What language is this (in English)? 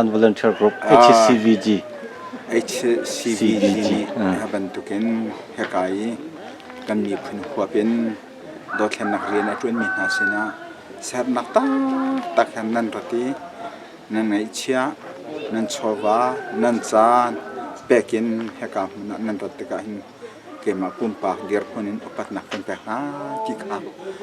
Hakha Chin